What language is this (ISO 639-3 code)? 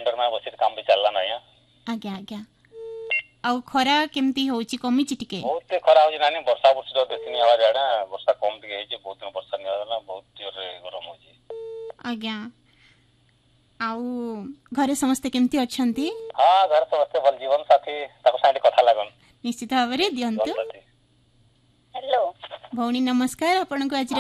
ori